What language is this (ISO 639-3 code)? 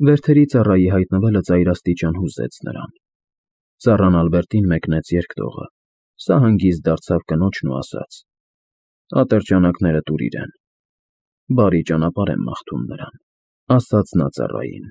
hye